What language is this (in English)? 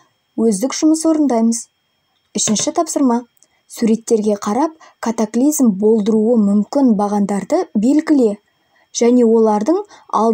Kazakh